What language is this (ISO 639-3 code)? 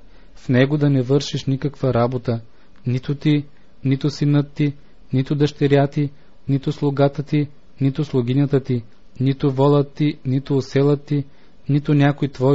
bul